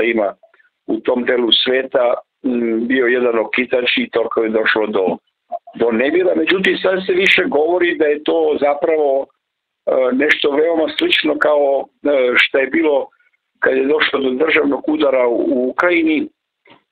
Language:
Serbian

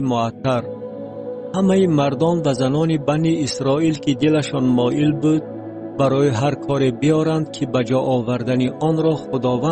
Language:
Tajik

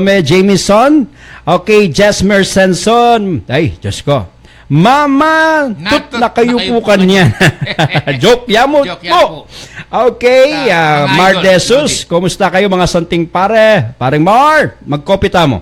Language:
Pampanga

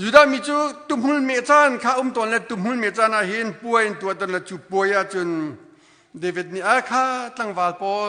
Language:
Hakha Chin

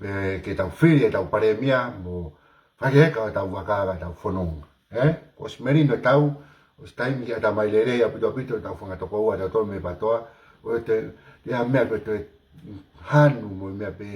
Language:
Tongan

